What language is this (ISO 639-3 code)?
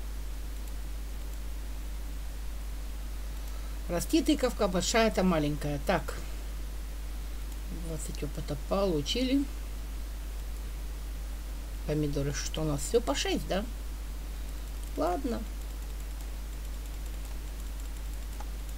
rus